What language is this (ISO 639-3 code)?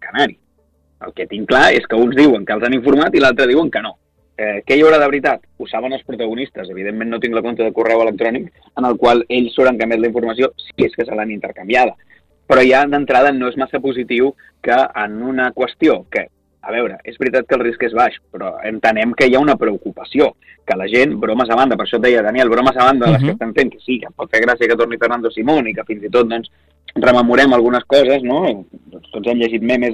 cat